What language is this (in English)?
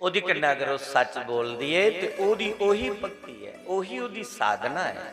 Dogri